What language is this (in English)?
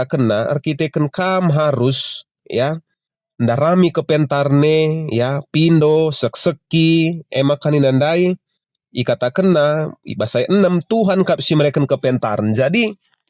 Batak Karo